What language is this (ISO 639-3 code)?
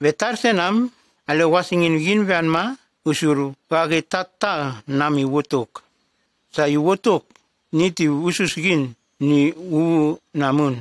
tgs